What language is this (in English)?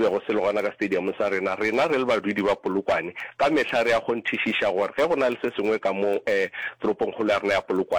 Northern Sotho